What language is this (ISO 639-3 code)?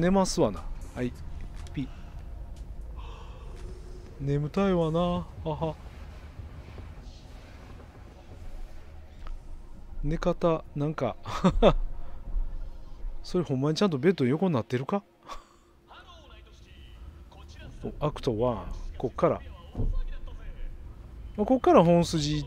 jpn